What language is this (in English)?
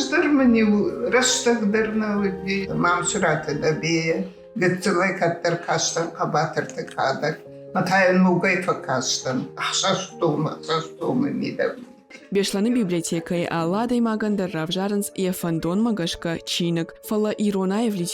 Ossetic